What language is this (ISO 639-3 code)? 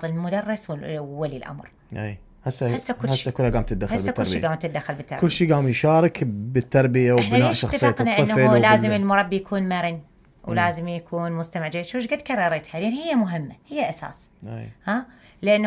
acm